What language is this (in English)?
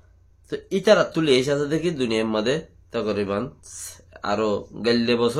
Rohingya